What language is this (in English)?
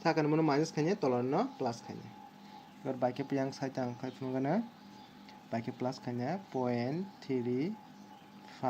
Kok Borok